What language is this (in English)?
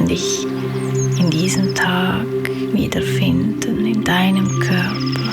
Swiss German